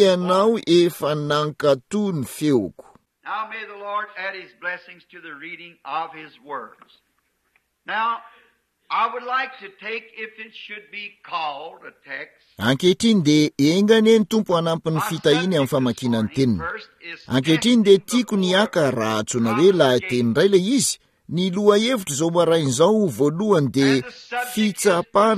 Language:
Malagasy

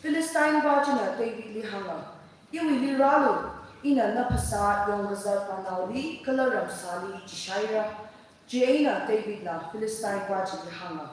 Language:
Tangkhul Naga (India)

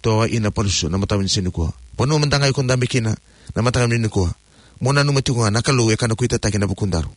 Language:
Fijian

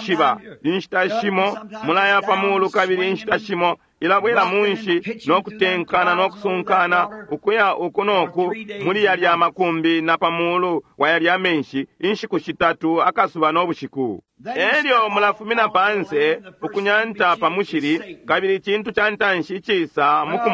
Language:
Bemba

